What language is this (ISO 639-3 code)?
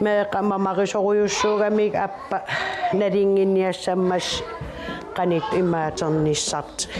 kal